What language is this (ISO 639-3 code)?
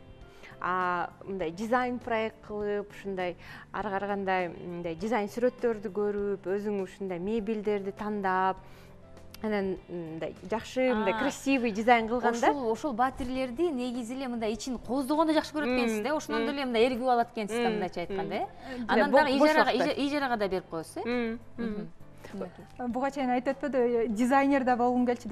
kir